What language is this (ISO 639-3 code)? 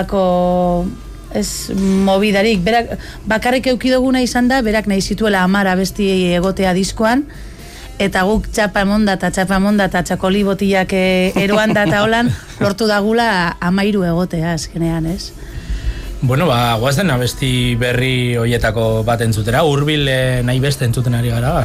eus